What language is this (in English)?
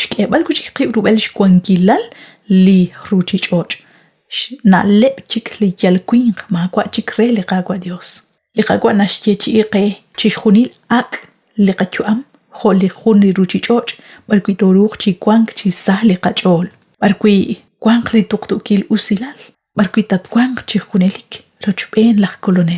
Kekchí